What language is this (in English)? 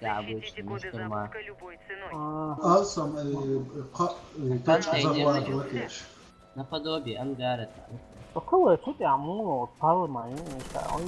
Chechen